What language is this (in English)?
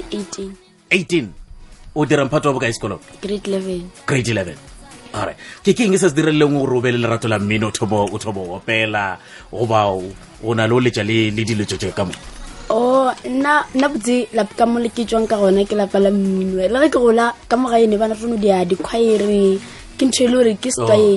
Northern Sotho